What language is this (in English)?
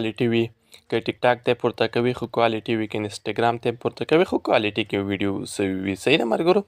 Pashto